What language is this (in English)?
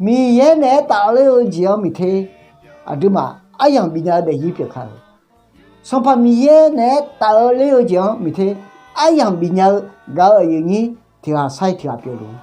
Akha